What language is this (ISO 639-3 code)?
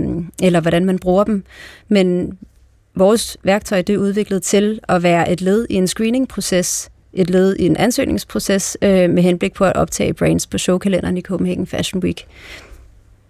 dan